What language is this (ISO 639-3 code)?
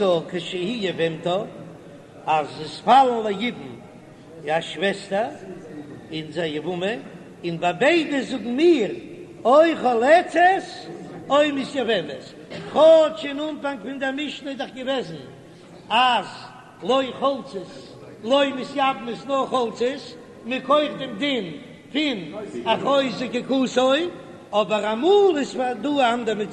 yid